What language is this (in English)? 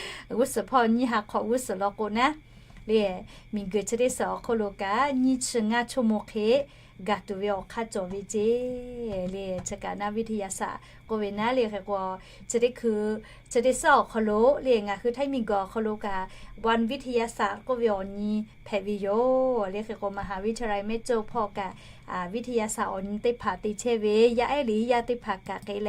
Lahu